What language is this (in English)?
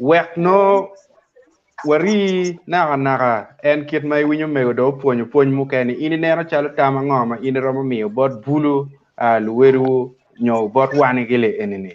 Acoli